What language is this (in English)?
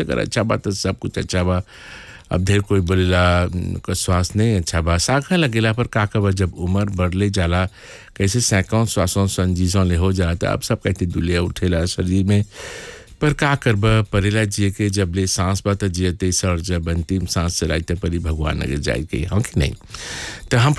Bhojpuri